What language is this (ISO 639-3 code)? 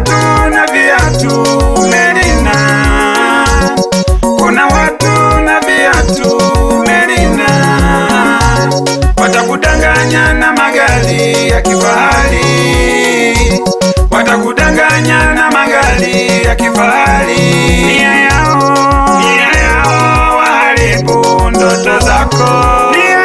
swa